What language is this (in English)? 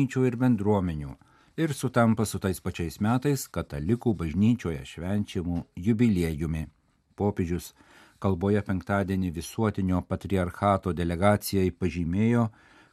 Lithuanian